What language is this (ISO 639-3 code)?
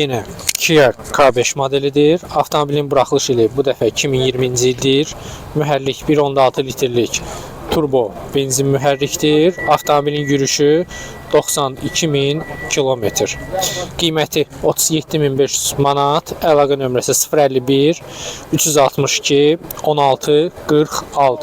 aze